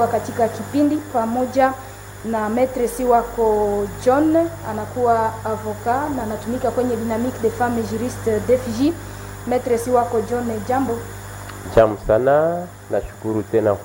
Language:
Swahili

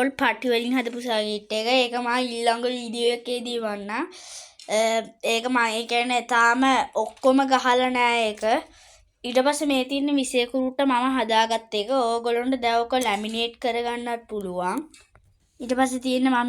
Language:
Sinhala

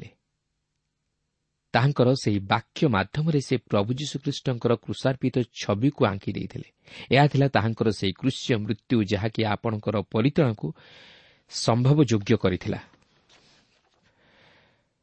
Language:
Odia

